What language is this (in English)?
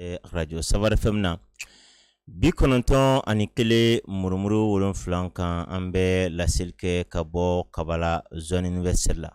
Bambara